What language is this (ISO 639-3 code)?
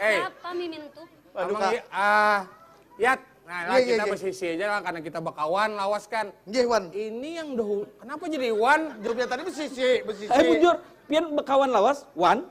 bjn